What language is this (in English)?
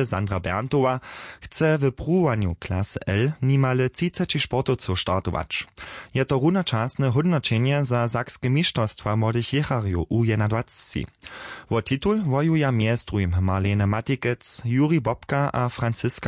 Upper Sorbian